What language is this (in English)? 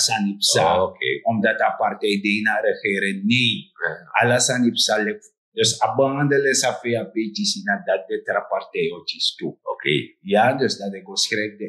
Sranan Tongo